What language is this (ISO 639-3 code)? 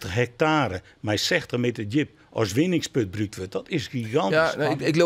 fry